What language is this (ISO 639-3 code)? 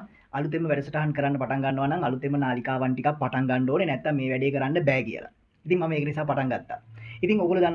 sin